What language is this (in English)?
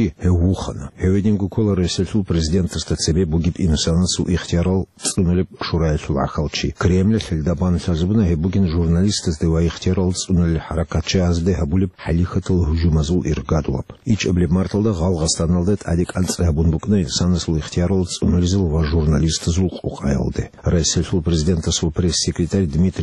Avaric